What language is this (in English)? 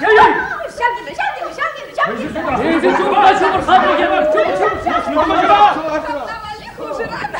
Chuvash